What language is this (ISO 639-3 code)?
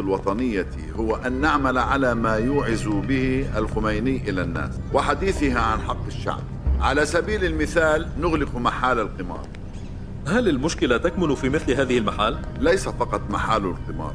ara